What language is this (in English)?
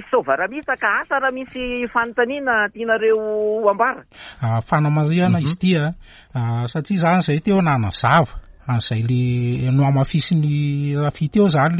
Malagasy